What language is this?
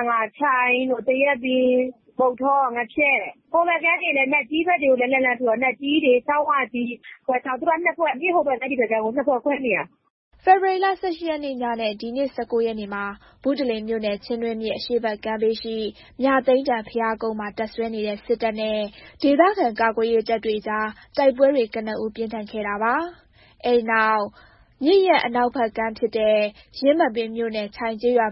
Burmese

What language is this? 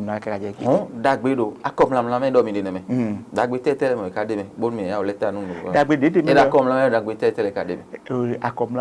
Fon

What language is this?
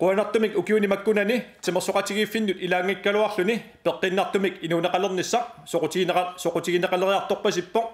Kalaallisut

